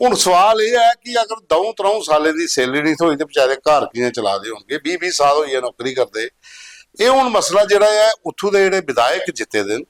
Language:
Dogri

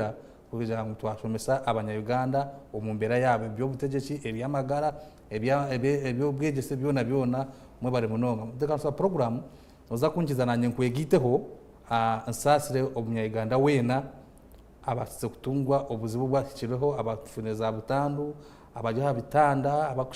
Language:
Nyankole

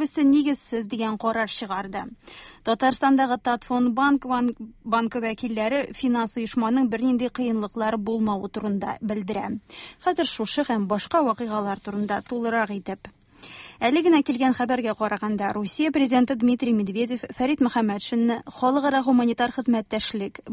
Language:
Tatar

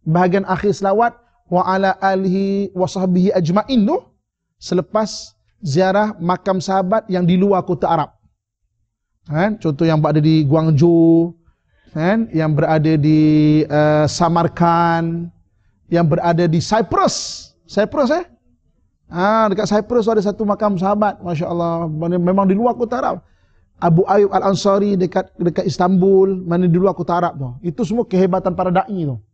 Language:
Malay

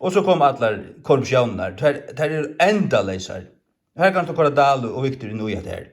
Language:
Faroese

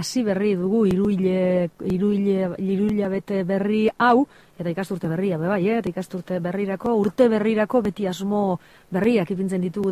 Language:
Basque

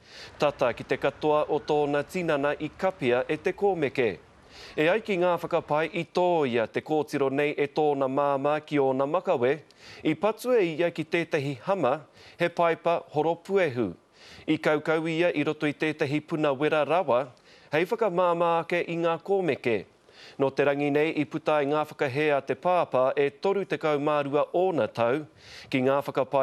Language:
Māori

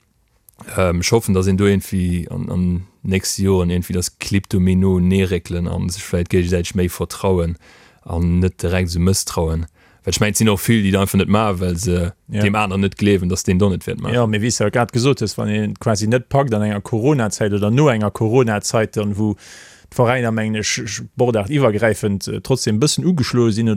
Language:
Luxembourgish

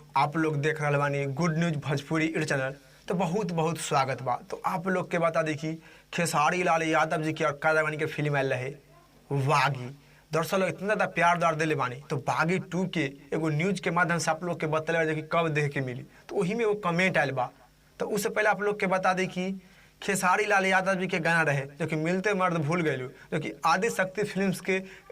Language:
Bhojpuri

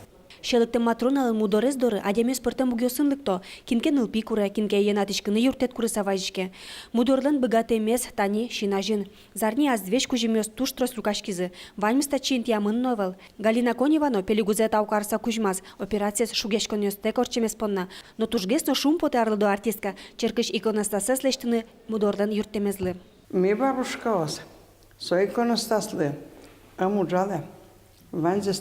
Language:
Udmurt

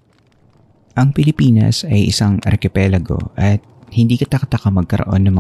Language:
Filipino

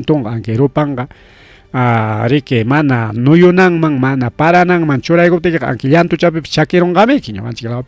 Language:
Ayacucho Quechua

